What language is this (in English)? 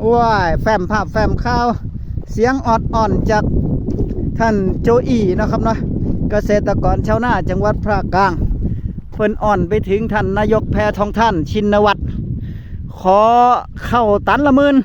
Northeastern Thai